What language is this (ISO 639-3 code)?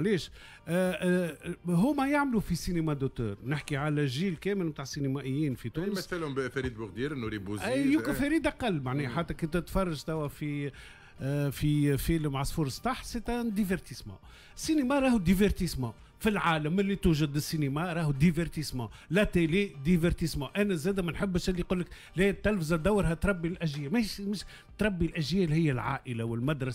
aeb